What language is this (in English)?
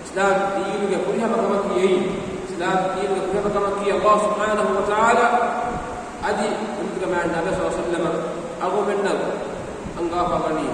Divehi